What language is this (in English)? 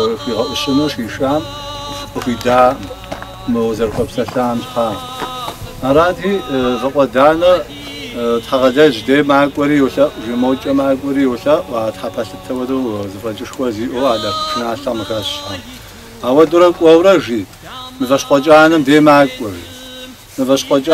Kabardian